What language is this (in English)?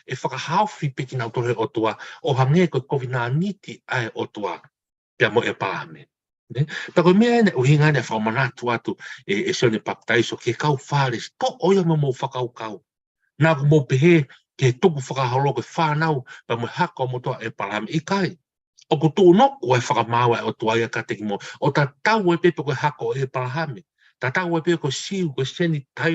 Tongan